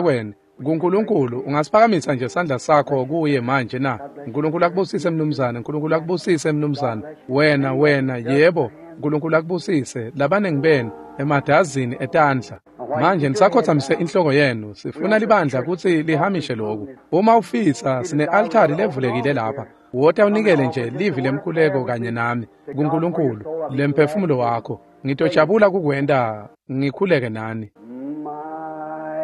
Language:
Swati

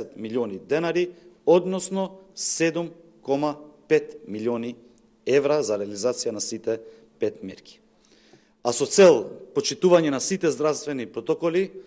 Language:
Macedonian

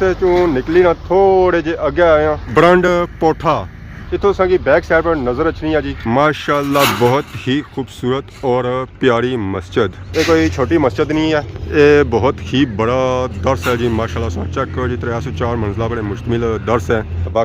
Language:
Pahari-Potwari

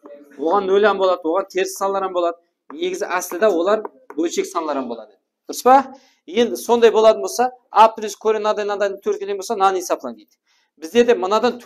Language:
Kara-Kalpak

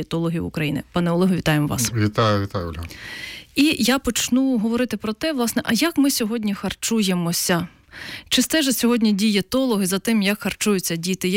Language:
Ukrainian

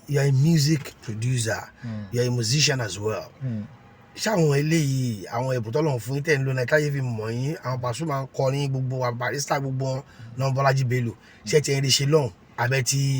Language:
Yoruba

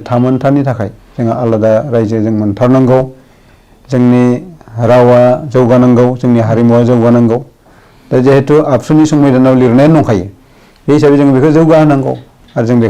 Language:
Bodo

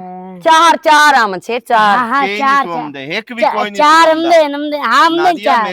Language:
Western Panjabi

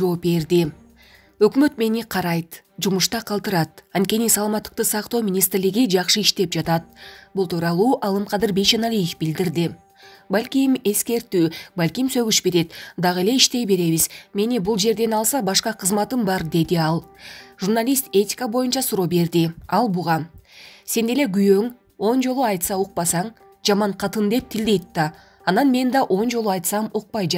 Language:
Kyrgyz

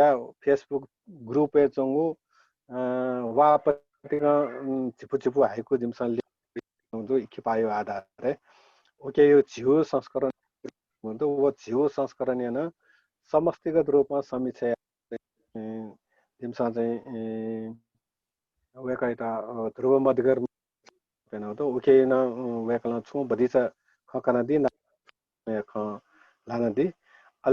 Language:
Newari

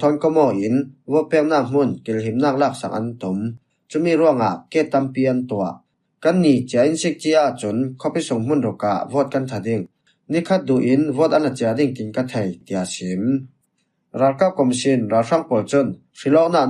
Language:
Falam Chin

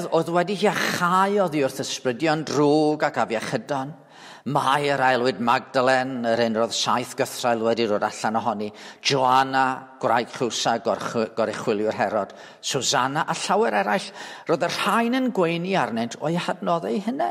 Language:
Welsh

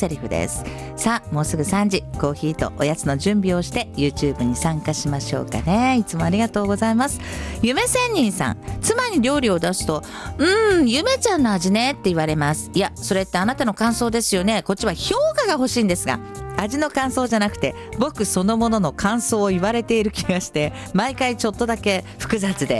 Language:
Japanese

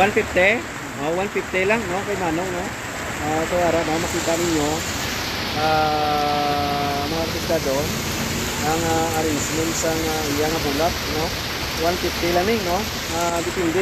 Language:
Hiligaynon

